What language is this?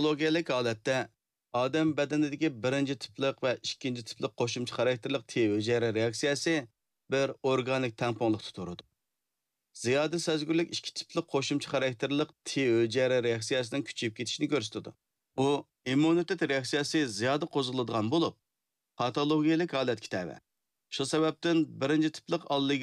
Uyghur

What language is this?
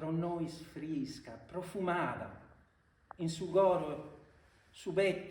Sardinian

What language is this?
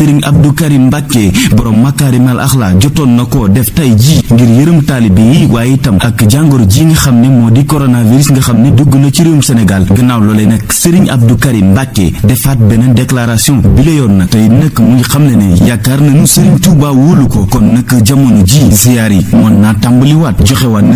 Wolof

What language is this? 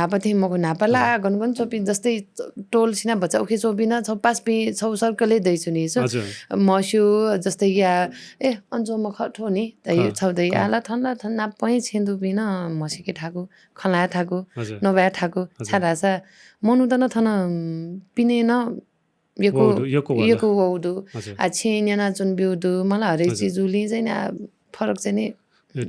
Newari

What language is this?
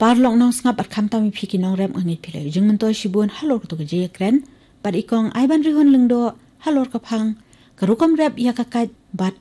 Khasi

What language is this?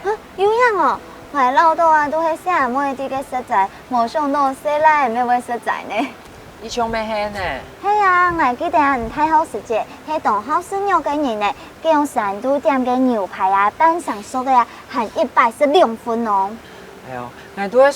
Hakka Chinese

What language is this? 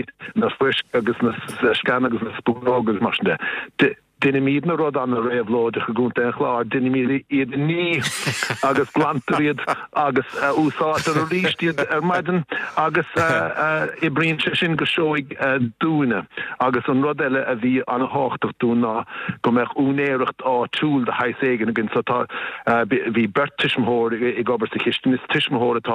Irish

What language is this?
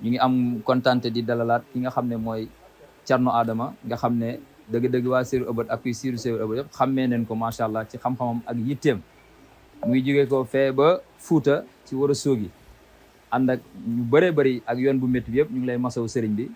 Wolof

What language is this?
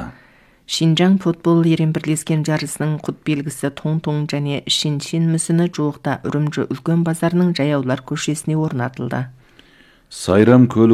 Kazakh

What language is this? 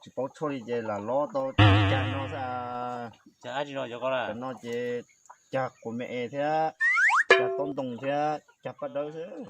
Hmong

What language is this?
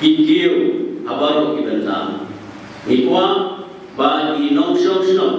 Khasi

